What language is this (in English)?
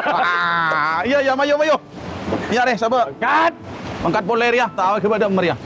Madurese